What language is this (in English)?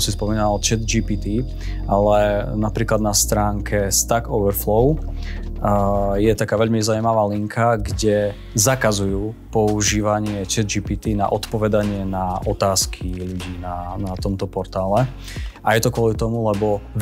Slovak